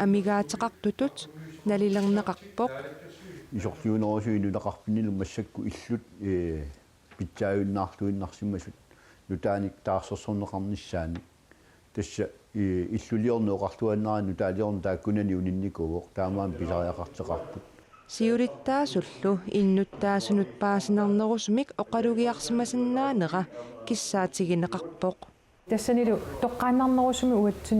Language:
Kalaallisut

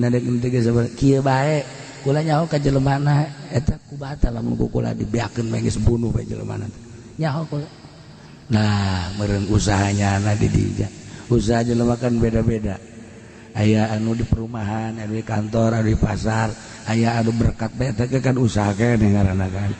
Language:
Sundanese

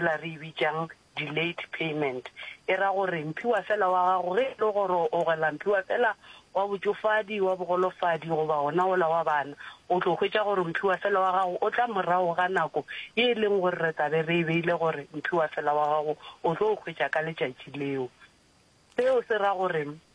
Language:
Northern Sotho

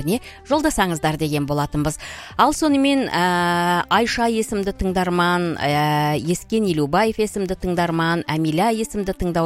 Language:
Kazakh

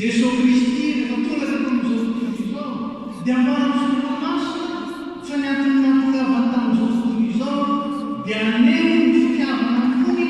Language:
Malagasy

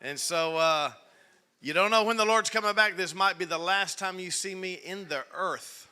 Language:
English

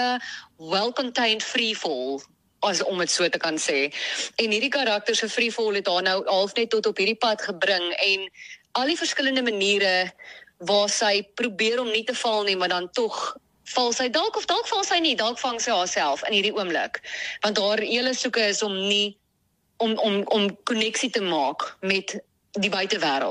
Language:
Afrikaans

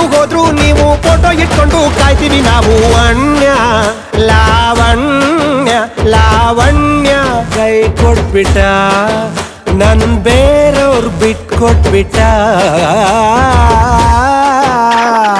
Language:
Kannada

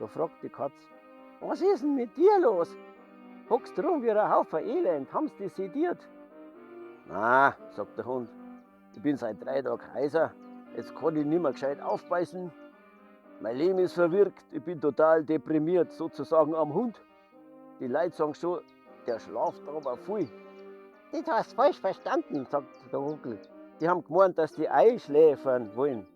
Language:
Bavarian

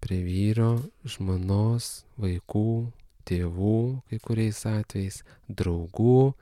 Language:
Lithuanian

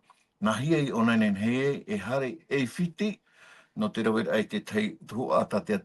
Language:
Tahitian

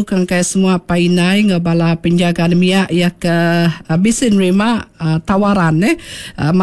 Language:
Iban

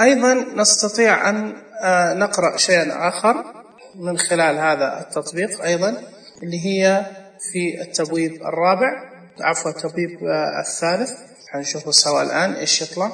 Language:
Najdi Arabic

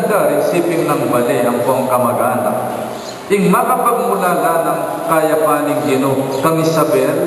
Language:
Pampanga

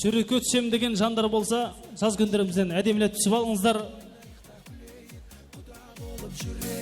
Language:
Kara-Kalpak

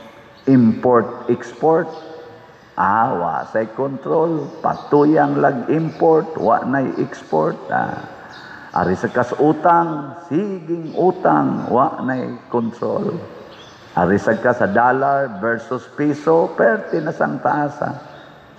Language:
Cebuano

